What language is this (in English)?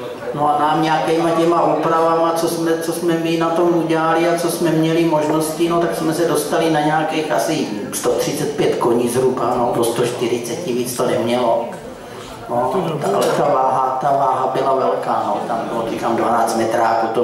Czech